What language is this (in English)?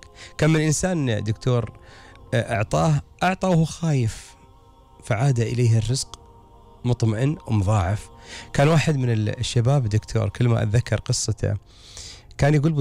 Gulf Arabic